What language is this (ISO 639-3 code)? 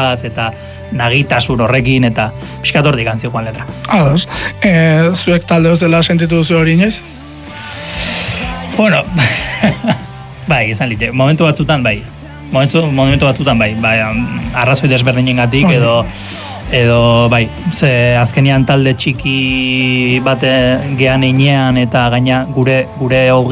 eus